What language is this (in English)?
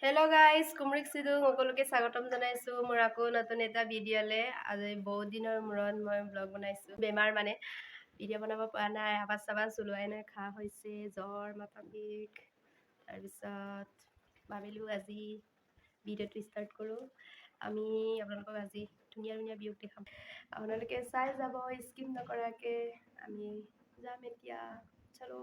Assamese